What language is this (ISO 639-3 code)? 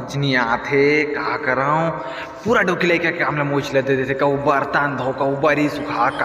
hne